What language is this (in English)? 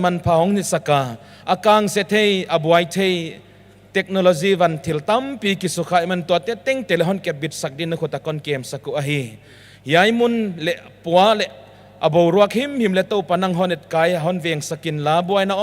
Paite Chin